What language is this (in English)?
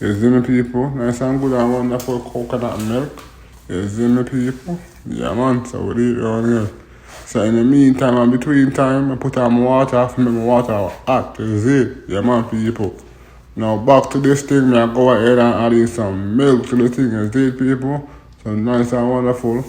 Jamaican Creole English